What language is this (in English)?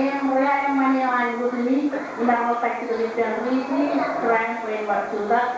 Marshallese